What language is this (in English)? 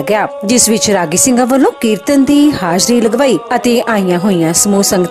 Punjabi